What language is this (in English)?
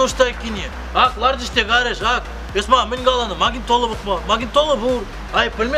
Chuvash